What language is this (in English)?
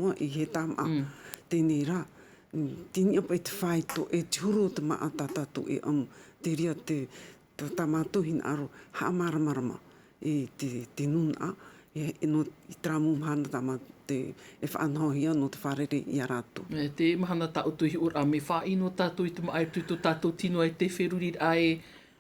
Tahitian